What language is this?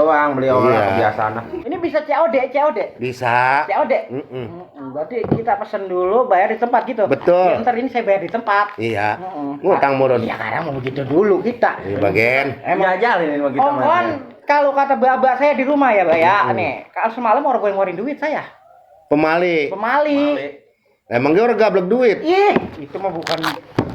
Betawi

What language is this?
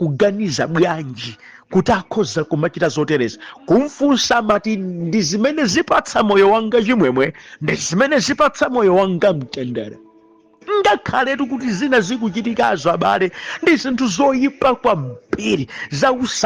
Nyanja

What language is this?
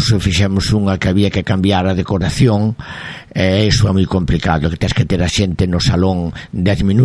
Galician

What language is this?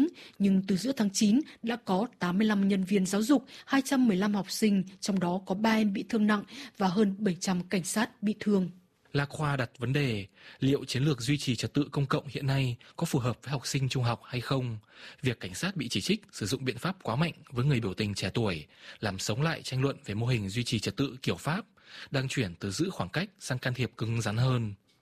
Vietnamese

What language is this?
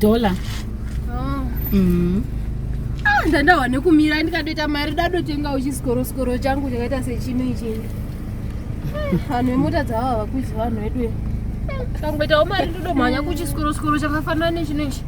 Shona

